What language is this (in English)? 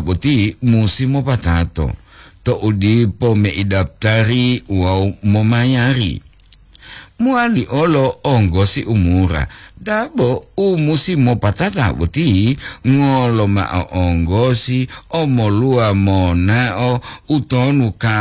Gorontalo